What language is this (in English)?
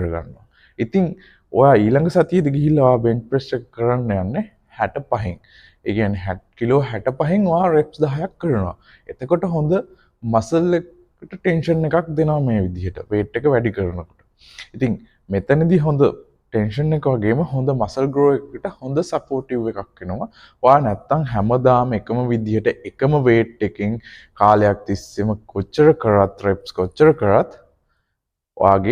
Sinhala